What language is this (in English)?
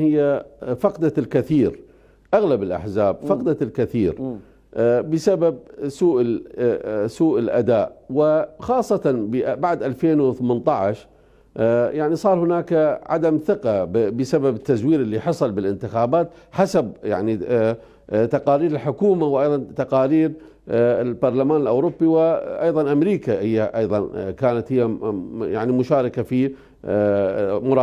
Mesopotamian Arabic